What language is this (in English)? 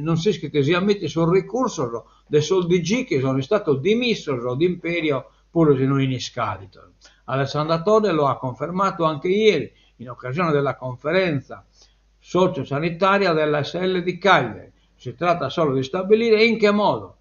Sardinian